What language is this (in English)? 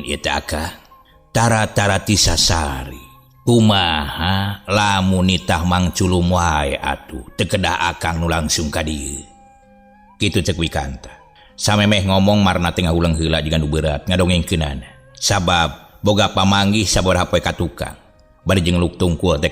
Sundanese